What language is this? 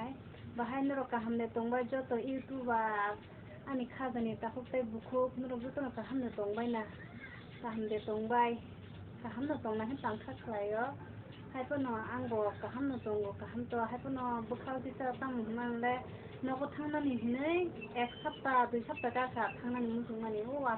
Kok Borok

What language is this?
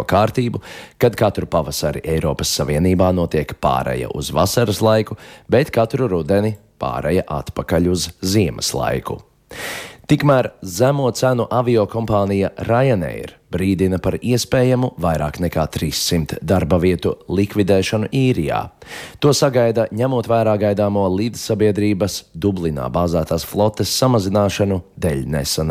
Latvian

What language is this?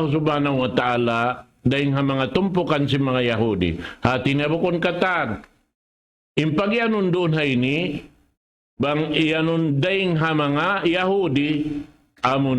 Tausug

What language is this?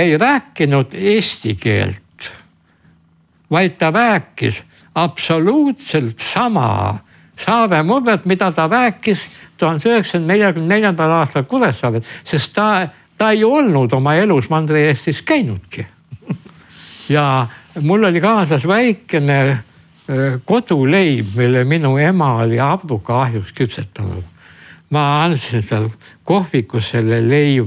Estonian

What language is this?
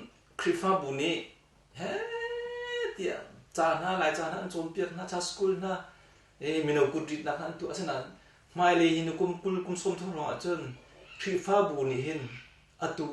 Hakha Chin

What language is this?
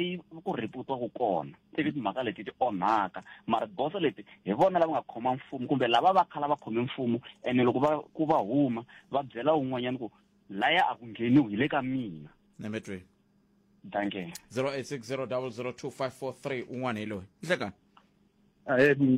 Tsonga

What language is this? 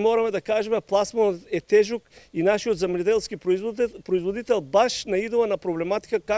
Macedonian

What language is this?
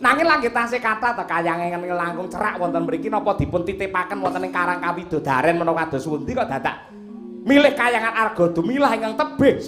Javanese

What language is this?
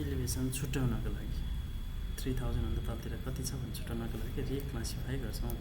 Nepali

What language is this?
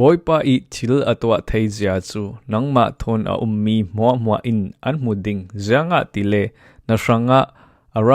Falam Chin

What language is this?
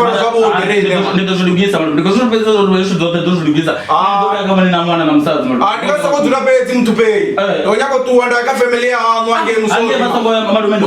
Venda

